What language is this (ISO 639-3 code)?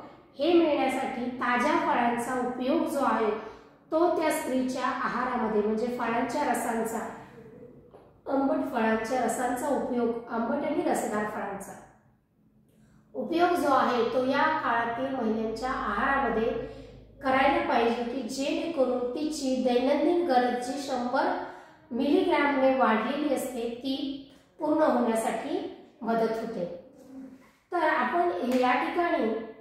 mar